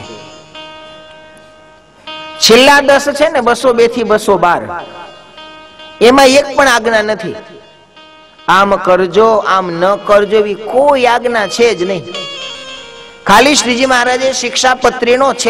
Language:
Gujarati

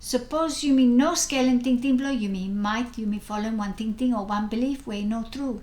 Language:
Bislama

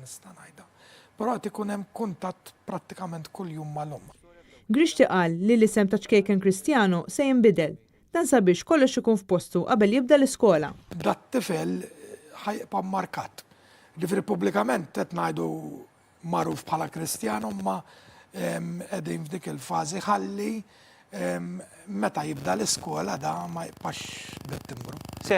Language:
Maltese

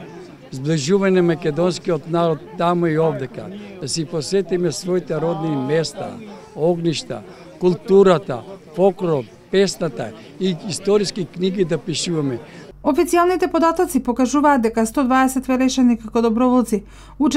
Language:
Macedonian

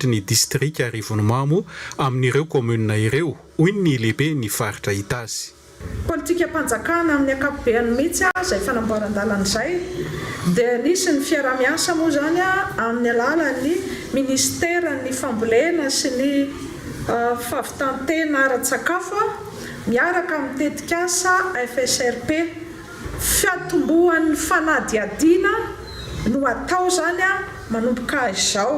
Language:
Malagasy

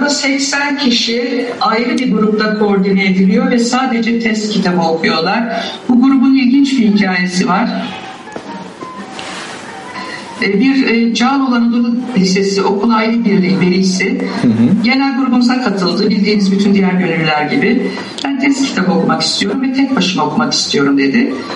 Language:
Turkish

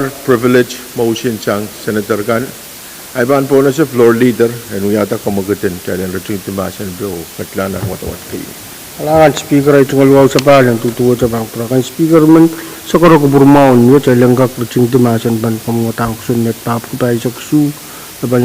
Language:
Pohnpeian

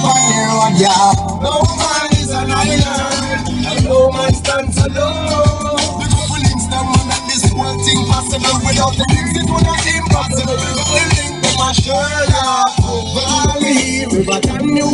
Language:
Jamaican Creole English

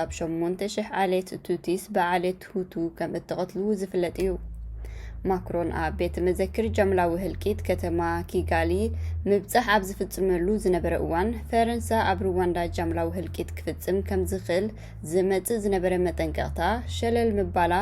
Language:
Tigrinya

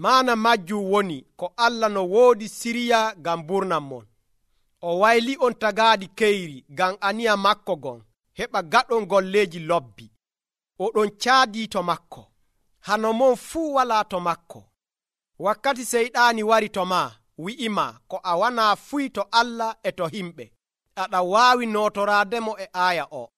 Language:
Nigerian Fulfulde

